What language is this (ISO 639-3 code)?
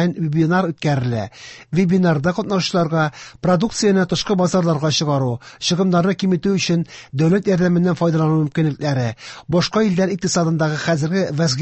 tat